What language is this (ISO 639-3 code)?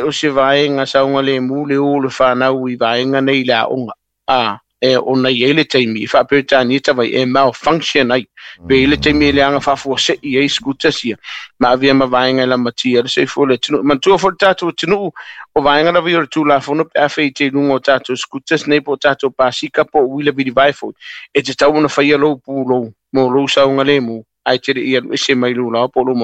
smo